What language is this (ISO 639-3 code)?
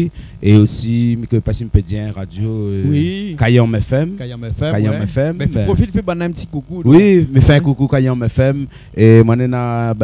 rcf